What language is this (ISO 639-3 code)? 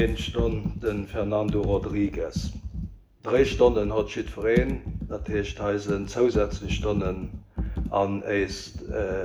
ltz